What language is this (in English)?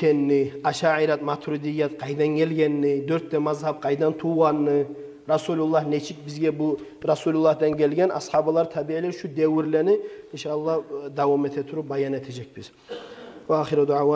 Kumyk